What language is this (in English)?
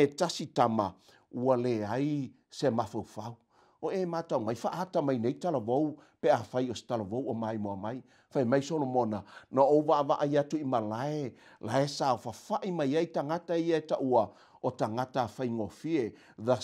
Samoan